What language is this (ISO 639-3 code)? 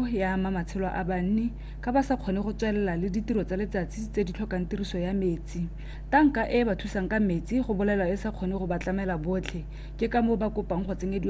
tsn